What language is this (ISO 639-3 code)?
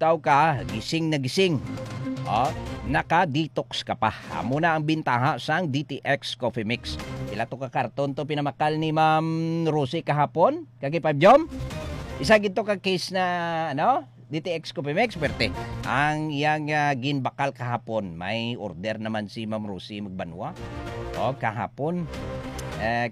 hil